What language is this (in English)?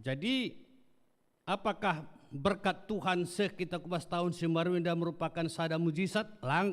Batak Karo